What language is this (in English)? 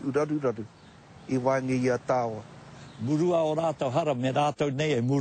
Māori